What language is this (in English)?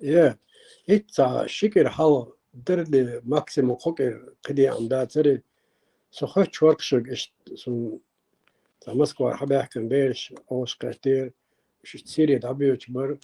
Chechen